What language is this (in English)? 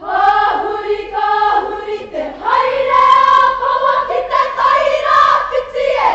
Māori